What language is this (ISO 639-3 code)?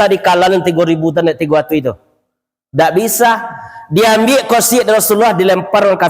min